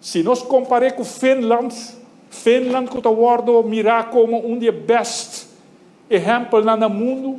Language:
Papiamento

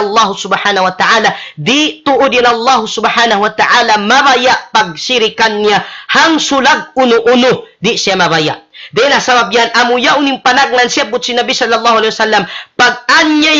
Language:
Tausug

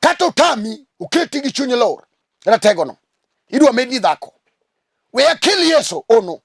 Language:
Luo (Kenya and Tanzania)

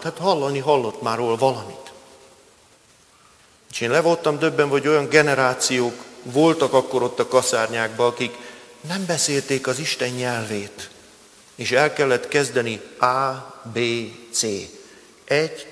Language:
Hungarian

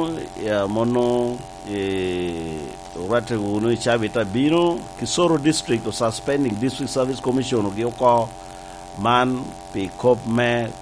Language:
Lango (Uganda)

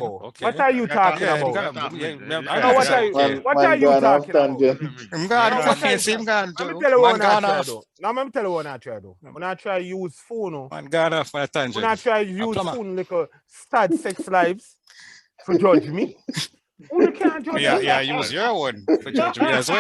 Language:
Jamaican Creole English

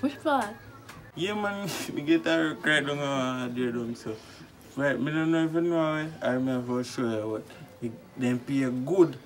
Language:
Jamaican Creole English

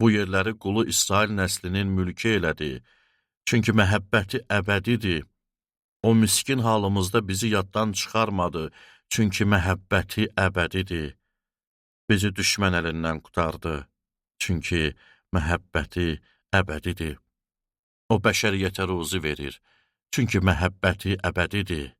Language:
Azerbaijani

